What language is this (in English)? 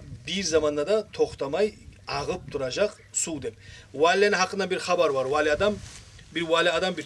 Kumyk